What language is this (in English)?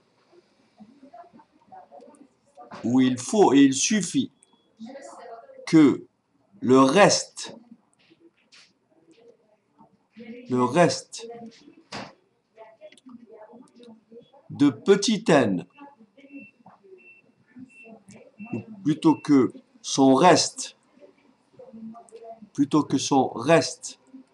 French